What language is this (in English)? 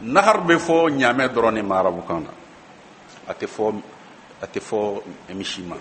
Bambara